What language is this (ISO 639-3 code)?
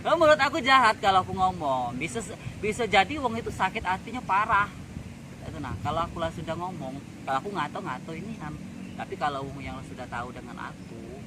mui